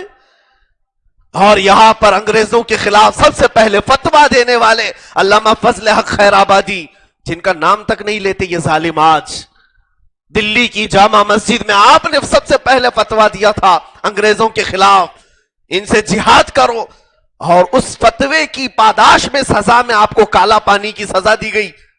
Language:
Urdu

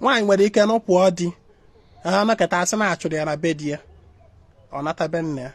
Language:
Igbo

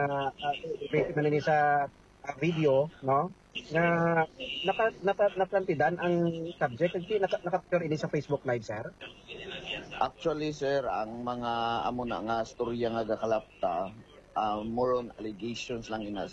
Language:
Hiligaynon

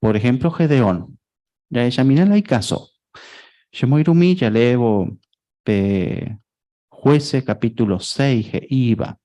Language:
Guarani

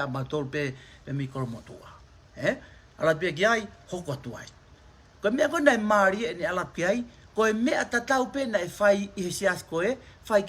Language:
Tongan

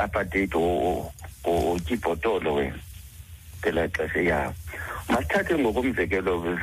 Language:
Xhosa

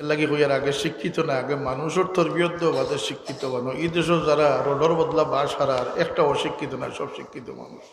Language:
Sylheti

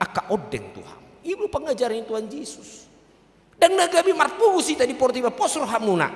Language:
Batak Toba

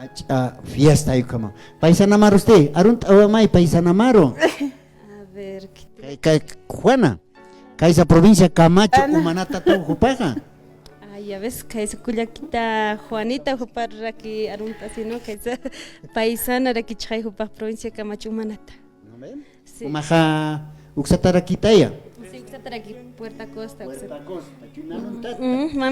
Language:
Aymara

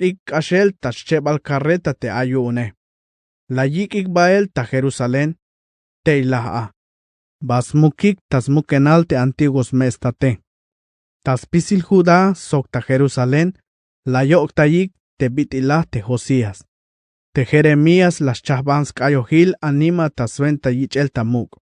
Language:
Tzeltal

